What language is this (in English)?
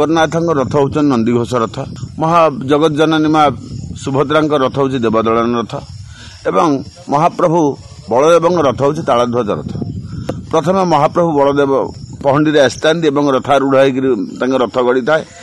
Odia